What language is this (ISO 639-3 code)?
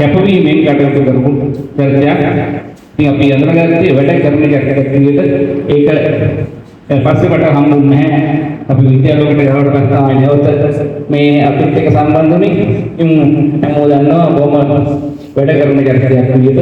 sin